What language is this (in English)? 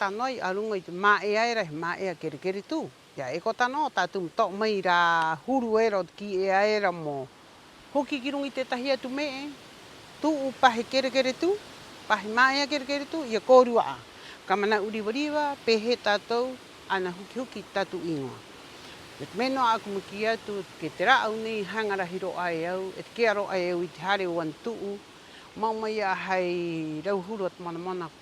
Rapanui